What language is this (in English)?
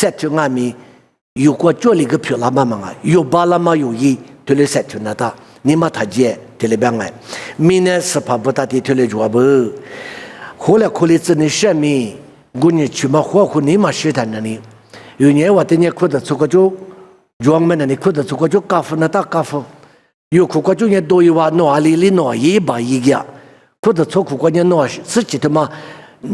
Lisu